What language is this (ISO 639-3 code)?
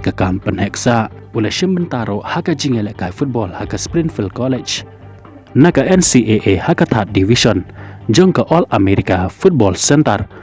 kha